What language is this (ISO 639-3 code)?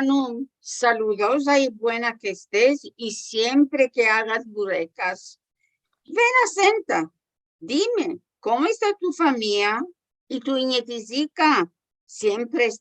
lad